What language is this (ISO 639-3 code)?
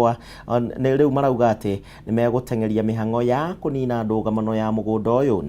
kik